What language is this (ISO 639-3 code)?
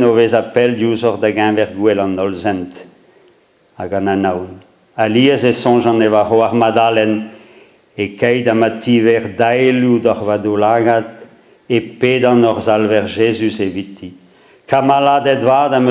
bre